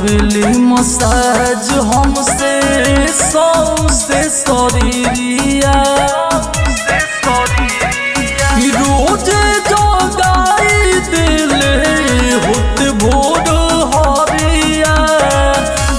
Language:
Bhojpuri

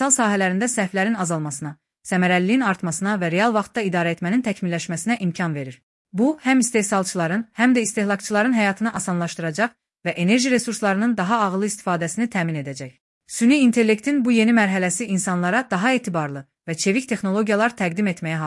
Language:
Azerbaijani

